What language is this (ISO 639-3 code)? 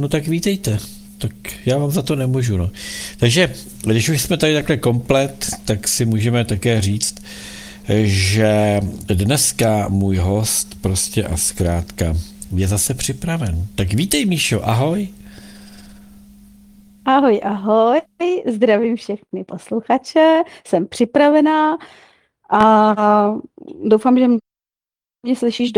ces